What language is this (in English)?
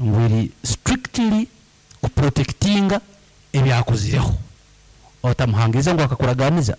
Nyankole